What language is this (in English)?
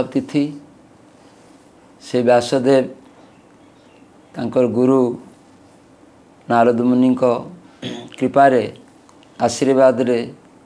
Odia